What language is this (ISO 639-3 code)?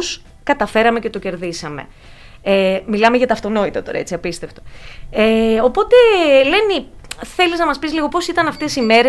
ell